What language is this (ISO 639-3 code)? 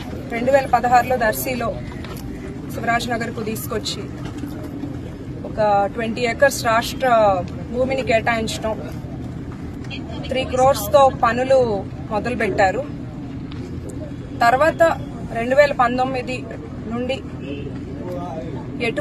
tel